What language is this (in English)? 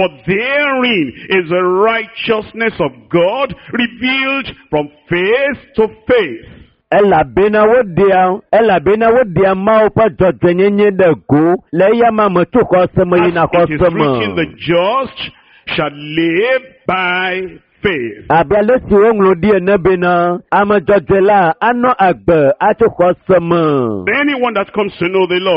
Ewe